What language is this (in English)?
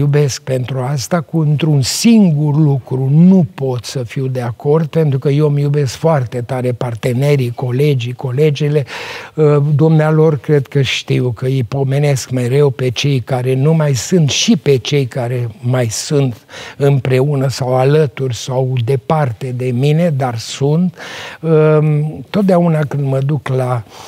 Romanian